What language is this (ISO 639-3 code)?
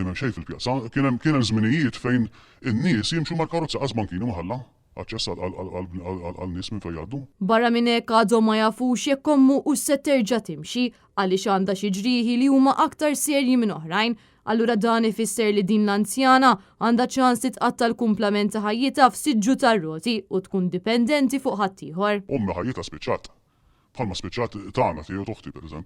mlt